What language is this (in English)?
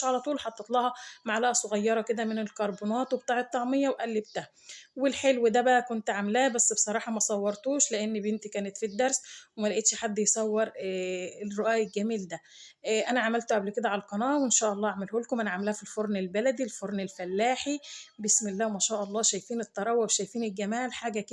Egyptian Arabic